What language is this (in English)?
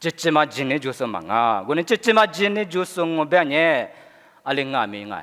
Lisu